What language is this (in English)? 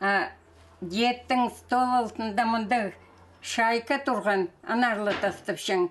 Khakas